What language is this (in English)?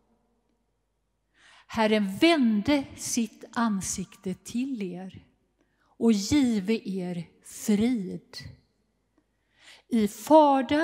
Swedish